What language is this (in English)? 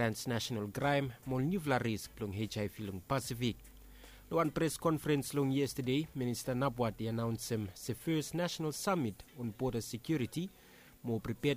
Bislama